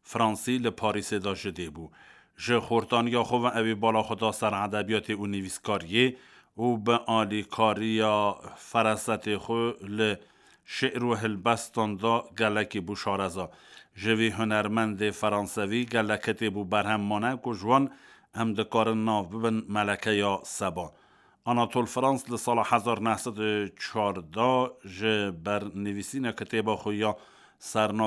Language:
Kurdish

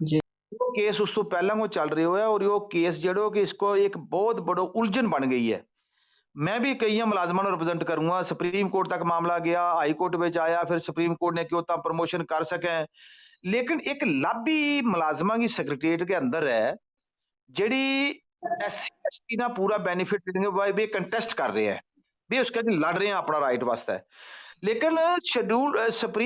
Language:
Gujari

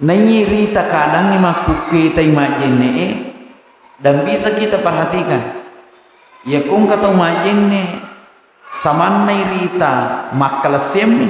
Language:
Buginese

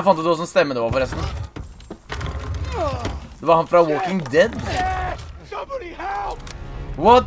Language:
Norwegian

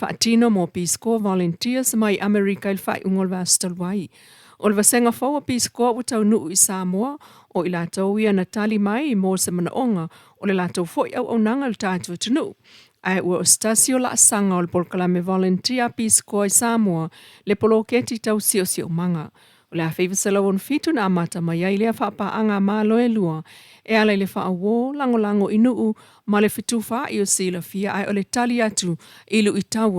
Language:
Samoan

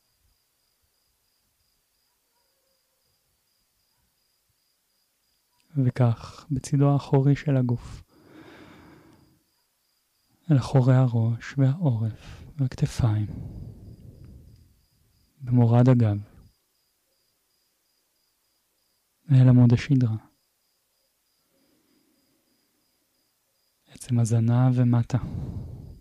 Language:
Hebrew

